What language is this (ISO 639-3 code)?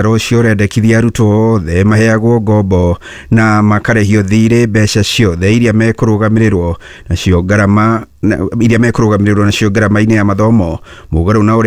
kik